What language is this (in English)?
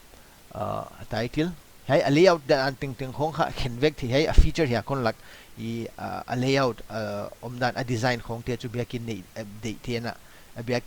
Paite Chin